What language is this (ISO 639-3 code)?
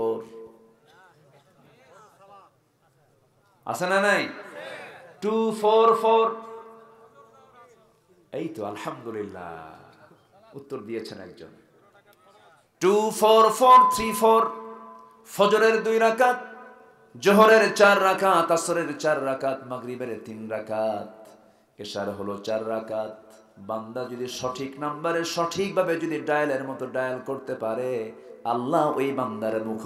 ben